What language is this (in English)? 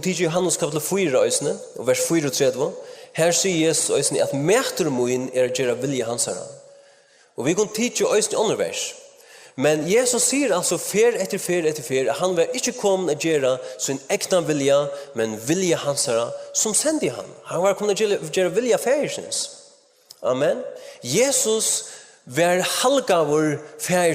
Faroese